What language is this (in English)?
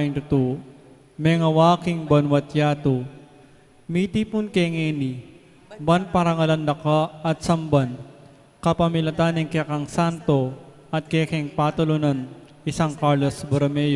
Pampanga